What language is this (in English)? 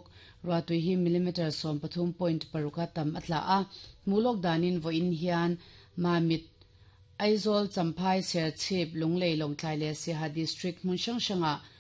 Mizo